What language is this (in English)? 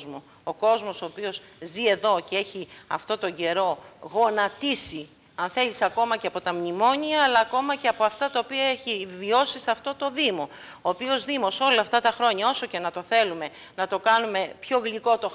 Greek